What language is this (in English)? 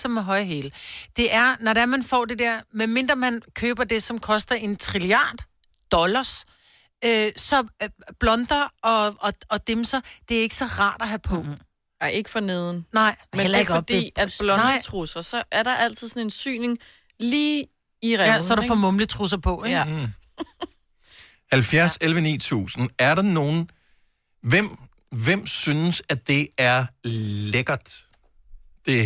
Danish